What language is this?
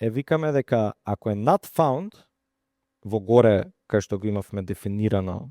Macedonian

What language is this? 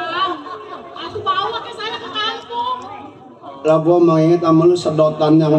Betawi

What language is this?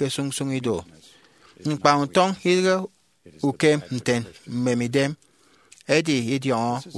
Efik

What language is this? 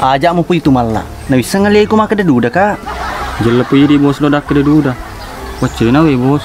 Buginese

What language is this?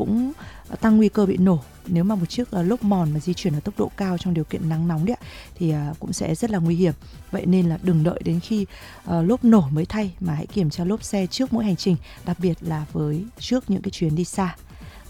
Vietnamese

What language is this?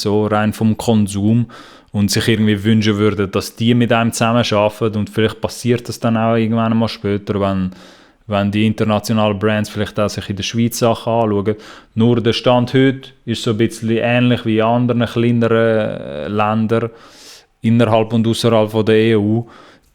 Swiss German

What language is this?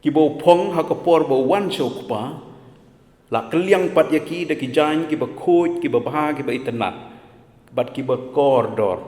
Khasi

